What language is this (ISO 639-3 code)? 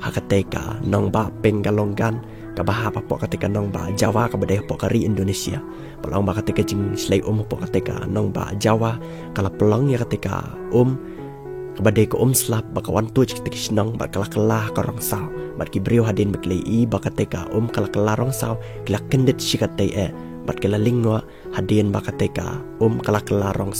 kha